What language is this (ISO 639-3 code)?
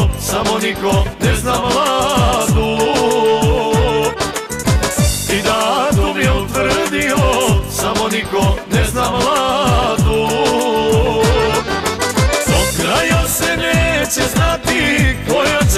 hrv